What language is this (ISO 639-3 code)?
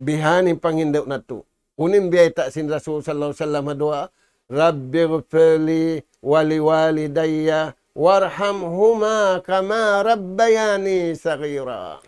tsg